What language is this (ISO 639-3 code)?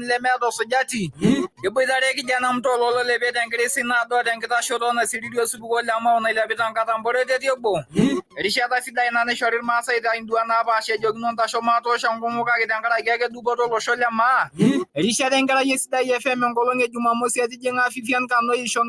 mas